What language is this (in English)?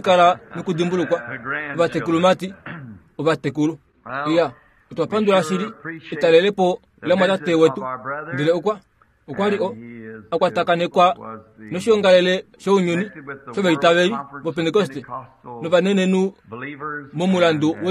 Kuanyama